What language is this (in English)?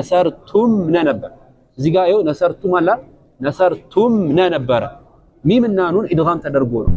Amharic